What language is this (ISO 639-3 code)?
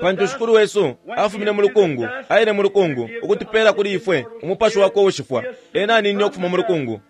bem